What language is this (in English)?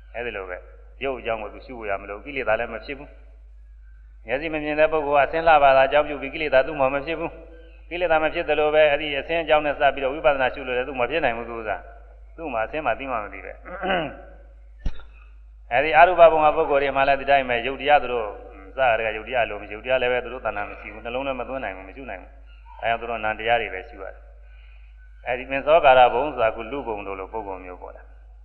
Burmese